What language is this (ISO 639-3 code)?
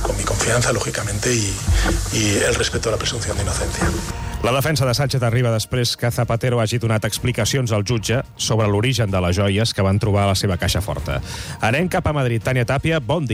cat